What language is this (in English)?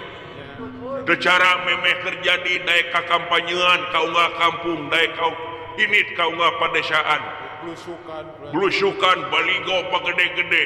Sundanese